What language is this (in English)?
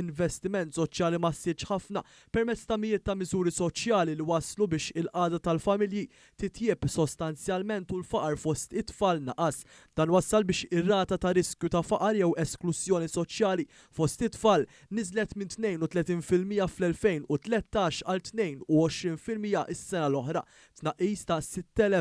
Maltese